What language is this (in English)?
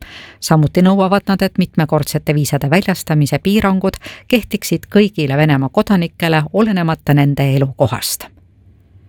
Estonian